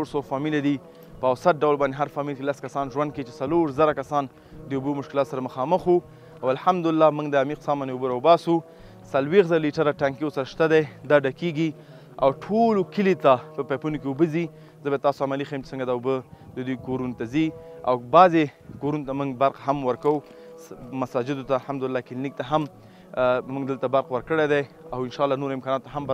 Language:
Pashto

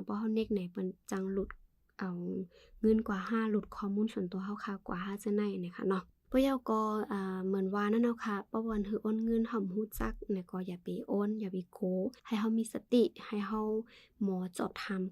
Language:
Shan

